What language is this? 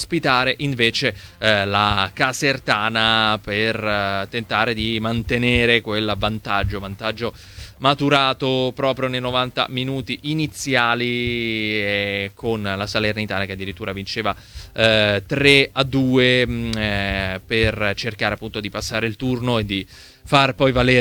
Italian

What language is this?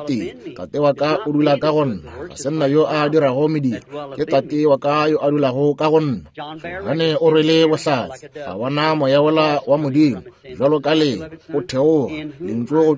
Northern Sotho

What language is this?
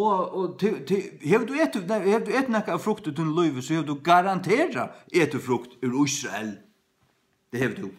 Faroese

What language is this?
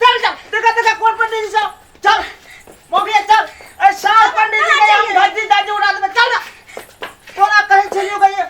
Maithili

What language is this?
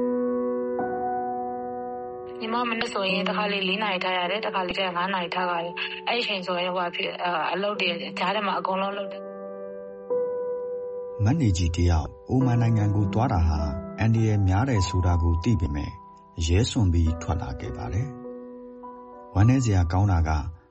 Burmese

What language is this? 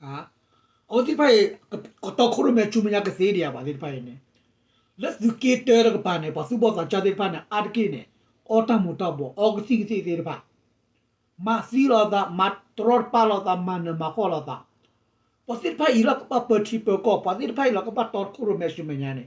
S'gaw Karen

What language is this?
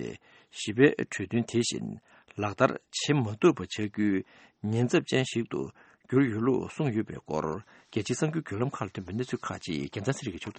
Tibetan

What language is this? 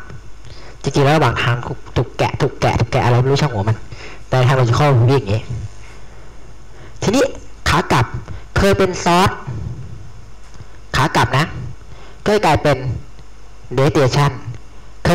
Thai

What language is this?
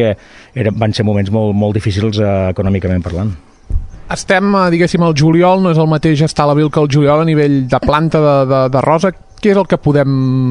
Catalan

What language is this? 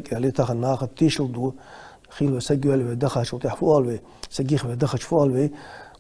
Ingush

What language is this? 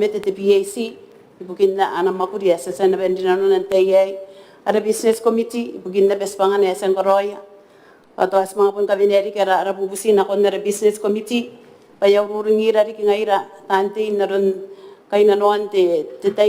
Gilbertese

